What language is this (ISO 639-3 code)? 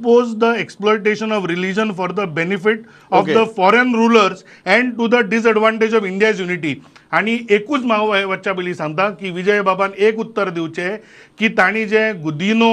kok